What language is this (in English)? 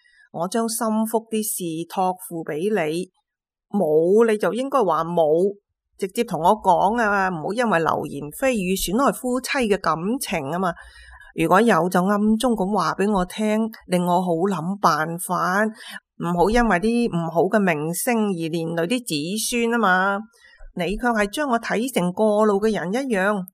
Cantonese